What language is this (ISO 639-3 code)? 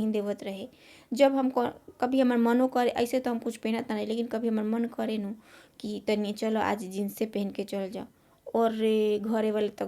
bho